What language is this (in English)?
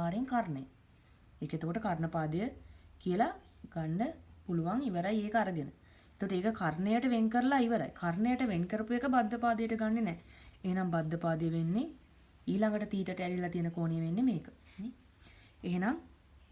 Sinhala